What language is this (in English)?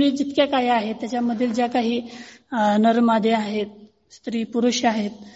Marathi